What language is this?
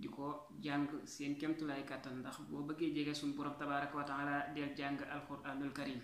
Wolof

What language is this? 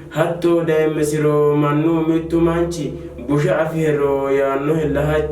Sidamo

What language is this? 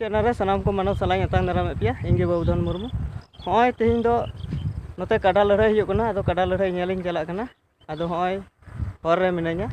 Santali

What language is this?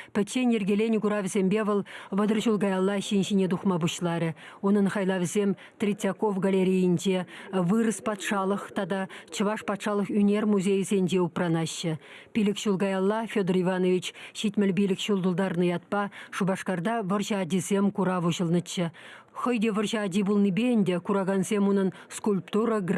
Chuvash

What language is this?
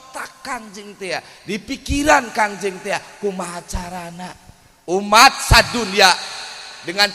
Sundanese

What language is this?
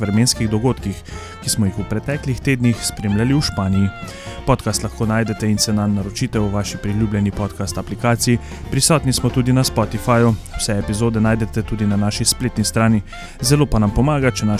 Slovenian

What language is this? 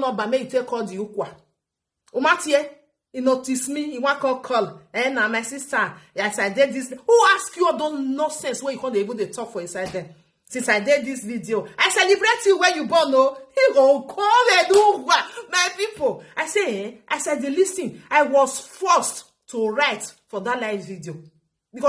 Nigerian Pidgin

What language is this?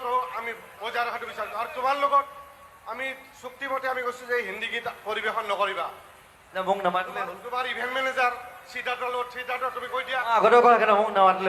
Assamese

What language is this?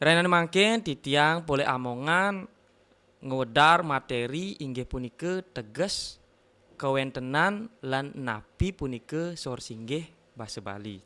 Balinese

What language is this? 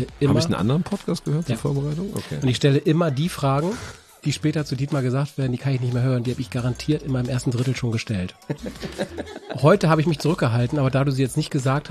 German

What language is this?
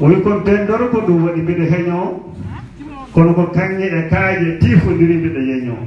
Fula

